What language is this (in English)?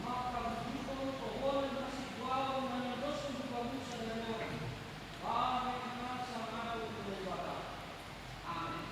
Batak Simalungun